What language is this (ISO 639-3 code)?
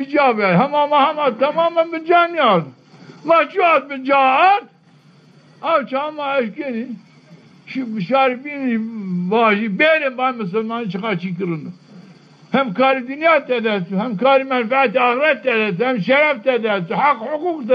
zza